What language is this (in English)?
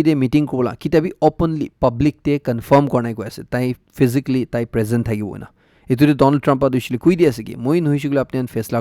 Naga Pidgin